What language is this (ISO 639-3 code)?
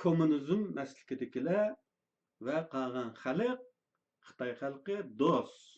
uig